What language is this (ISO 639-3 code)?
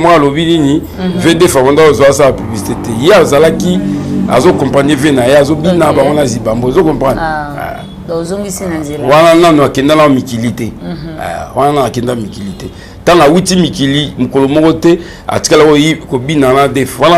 lin